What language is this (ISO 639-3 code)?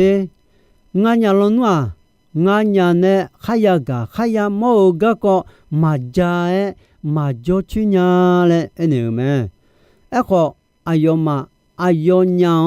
ahk